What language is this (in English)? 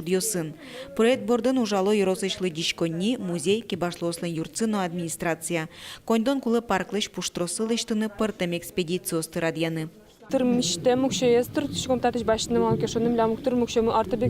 Udmurt